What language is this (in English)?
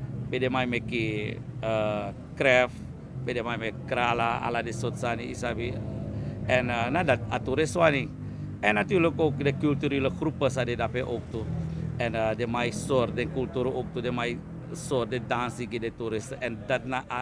Sranan Tongo